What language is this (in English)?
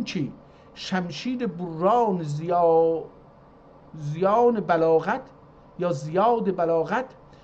South Azerbaijani